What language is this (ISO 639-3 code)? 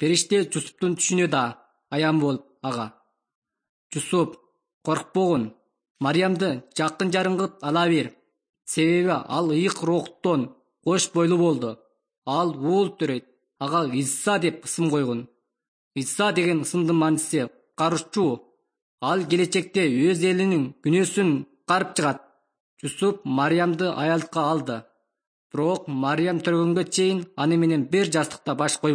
kir